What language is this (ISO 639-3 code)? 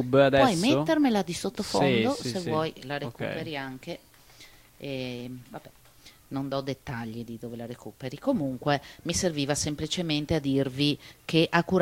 ita